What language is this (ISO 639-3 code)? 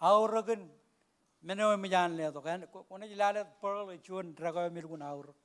mah